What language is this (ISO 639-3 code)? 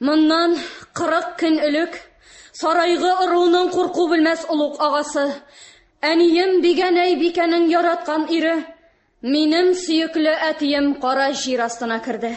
tat